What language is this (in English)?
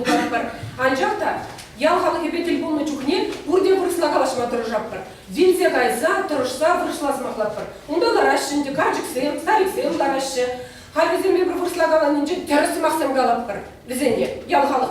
Chuvash